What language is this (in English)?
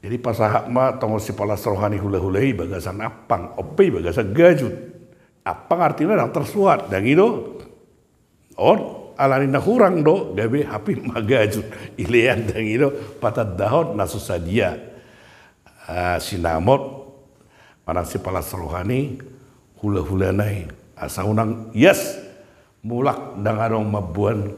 Batak Toba